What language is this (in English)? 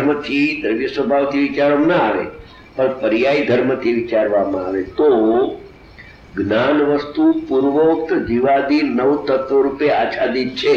Gujarati